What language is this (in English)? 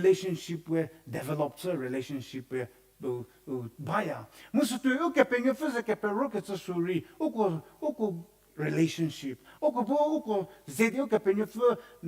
Angami Naga